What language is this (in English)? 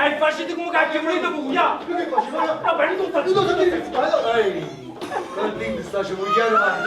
Neapolitan